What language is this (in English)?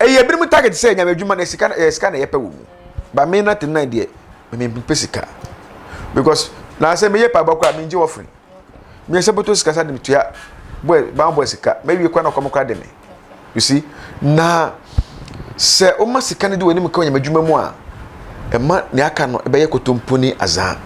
Akan